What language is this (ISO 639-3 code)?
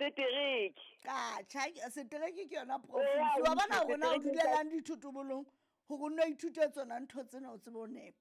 sot